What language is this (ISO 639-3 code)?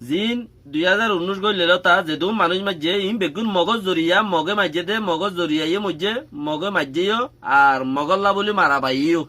rhg